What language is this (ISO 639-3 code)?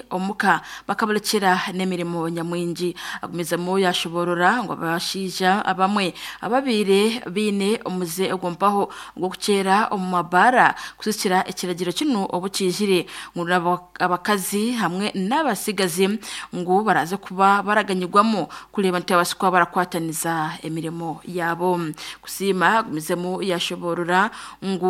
nyn